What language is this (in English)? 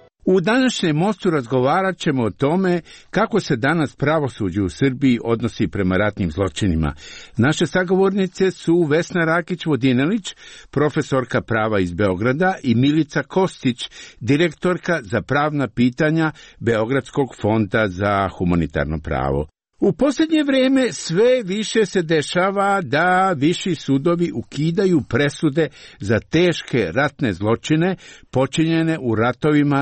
Serbian